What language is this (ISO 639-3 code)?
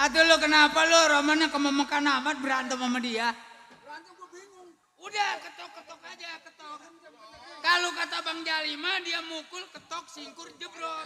bew